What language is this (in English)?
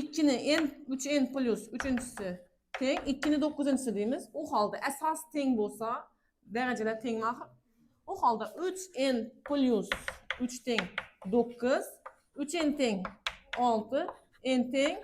Uzbek